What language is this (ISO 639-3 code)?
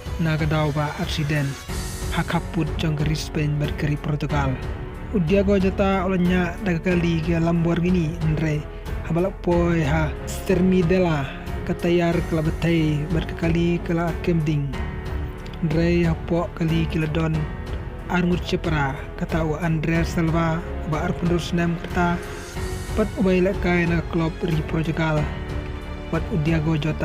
kha